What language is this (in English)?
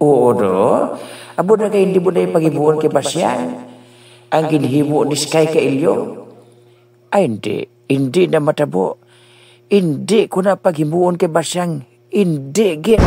Hiligaynon